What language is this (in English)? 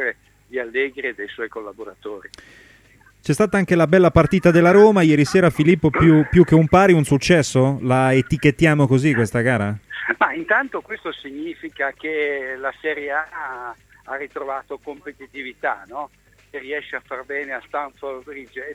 Italian